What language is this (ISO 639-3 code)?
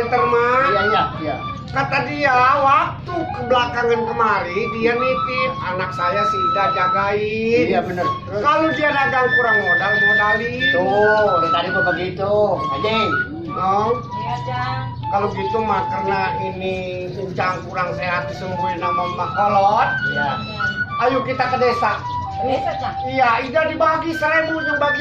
bew